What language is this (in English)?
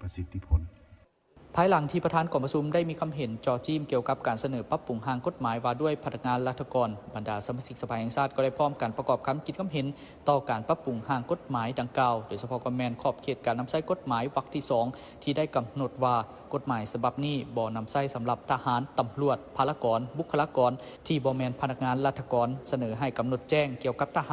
Lao